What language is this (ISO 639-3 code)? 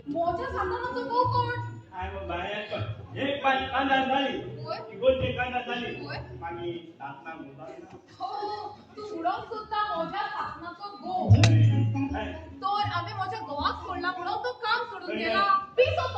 kok